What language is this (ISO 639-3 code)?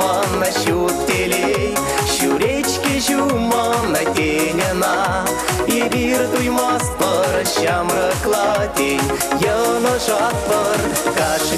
chv